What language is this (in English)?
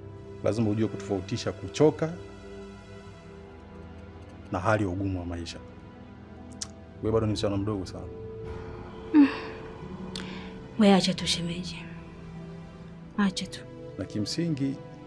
Swahili